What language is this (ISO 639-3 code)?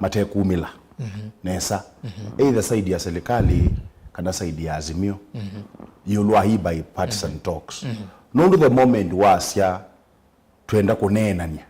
kam